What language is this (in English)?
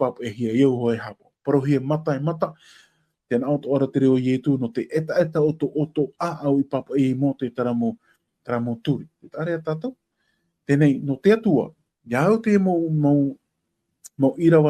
Tahitian